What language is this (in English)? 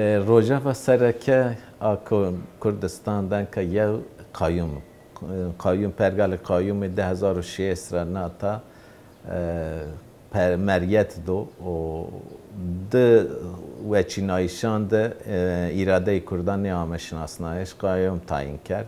Zaza